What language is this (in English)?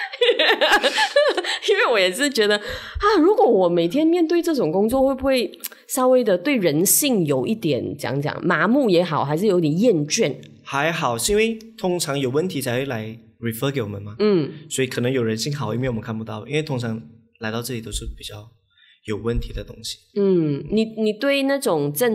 Chinese